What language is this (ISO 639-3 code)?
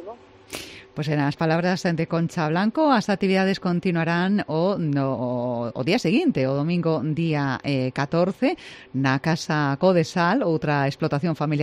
glg